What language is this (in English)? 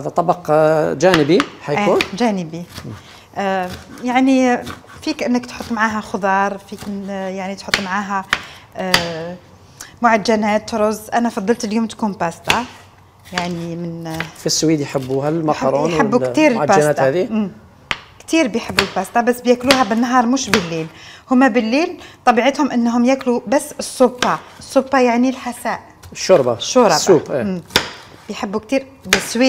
Algerian Arabic